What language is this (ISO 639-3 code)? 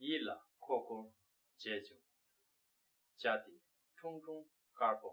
bod